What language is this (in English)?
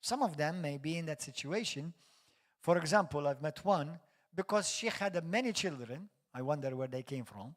English